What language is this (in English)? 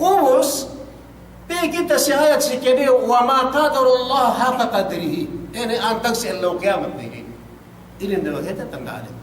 Yakan